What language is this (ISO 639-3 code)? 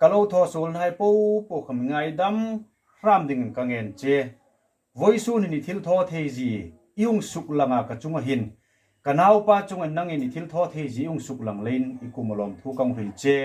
hmr